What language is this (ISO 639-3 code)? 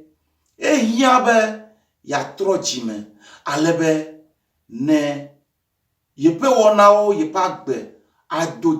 ewe